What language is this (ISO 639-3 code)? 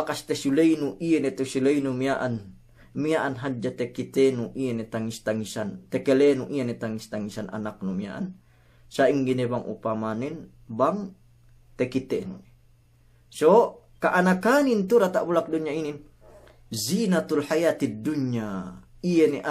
yka